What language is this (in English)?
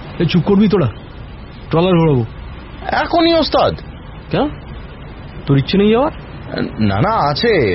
Bangla